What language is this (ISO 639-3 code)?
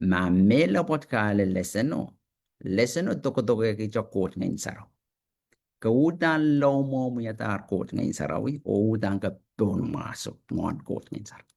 pon